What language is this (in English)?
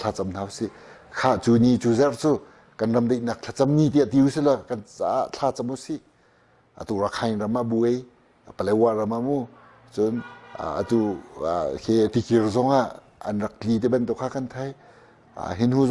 Hakha Chin